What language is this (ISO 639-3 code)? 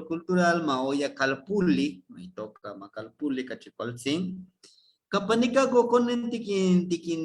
nhe